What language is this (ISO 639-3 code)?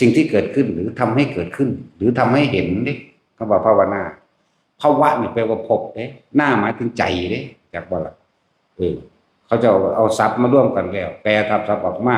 tts